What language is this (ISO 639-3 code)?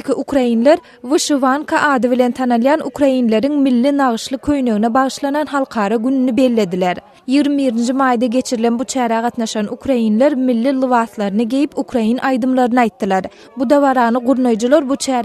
tuk